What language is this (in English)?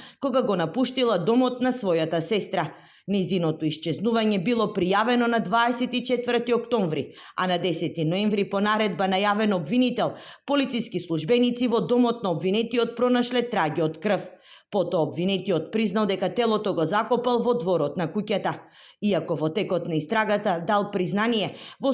Macedonian